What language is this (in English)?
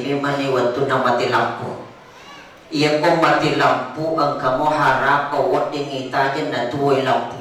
Buginese